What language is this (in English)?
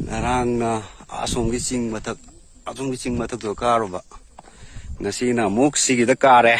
Manipuri